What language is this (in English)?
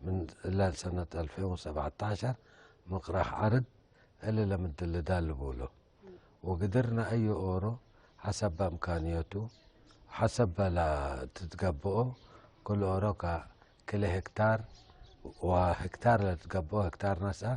Tigre